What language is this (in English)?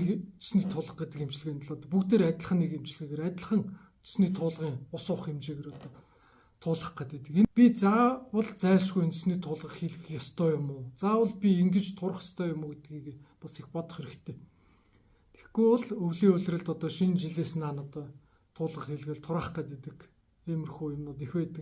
Mongolian